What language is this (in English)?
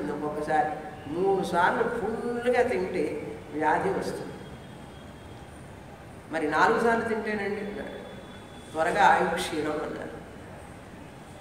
Telugu